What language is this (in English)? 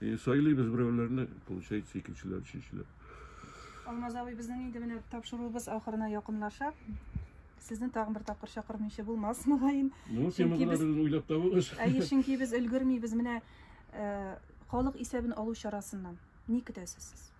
Tatar